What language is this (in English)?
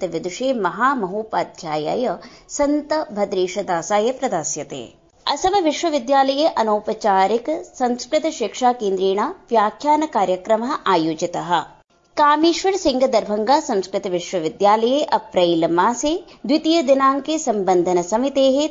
Sanskrit